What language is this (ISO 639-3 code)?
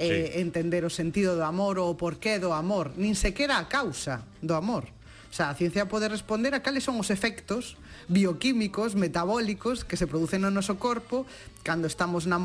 glg